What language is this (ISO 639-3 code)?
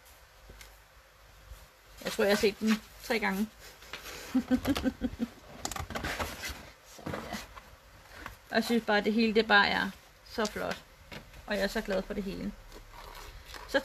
dan